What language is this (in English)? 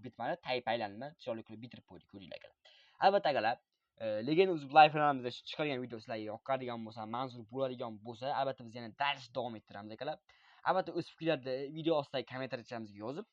Uzbek